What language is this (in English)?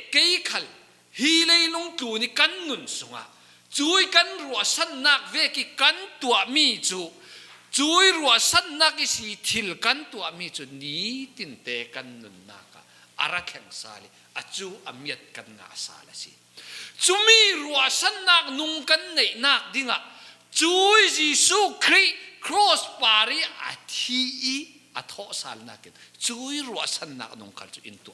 Falam Chin